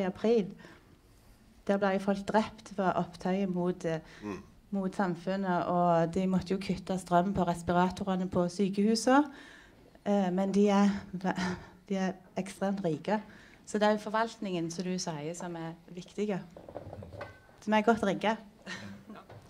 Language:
Norwegian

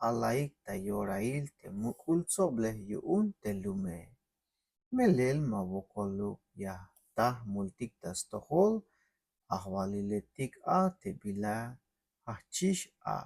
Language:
Tzeltal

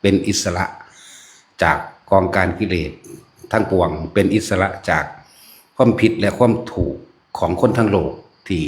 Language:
Lao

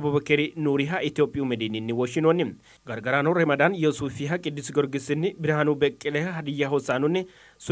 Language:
Sidamo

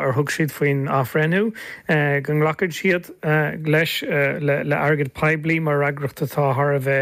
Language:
Irish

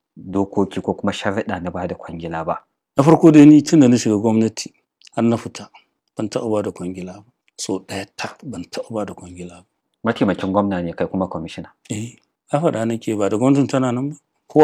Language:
Hausa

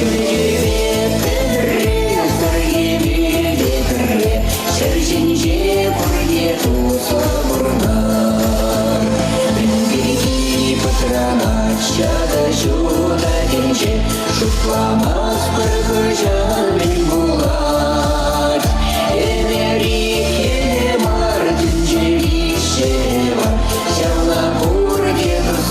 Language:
Chuvash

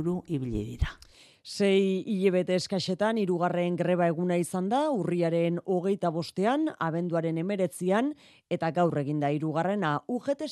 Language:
Basque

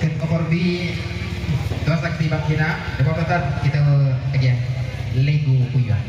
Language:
Minangkabau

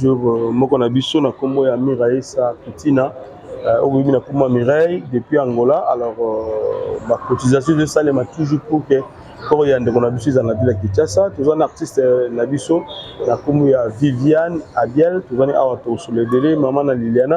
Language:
Lingala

